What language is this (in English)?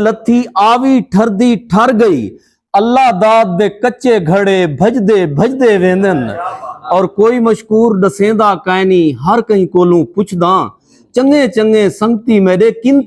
Saraiki